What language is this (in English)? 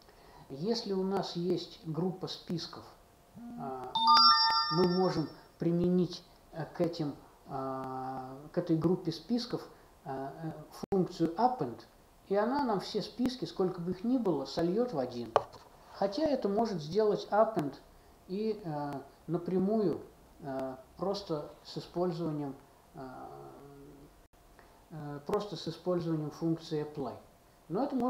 Russian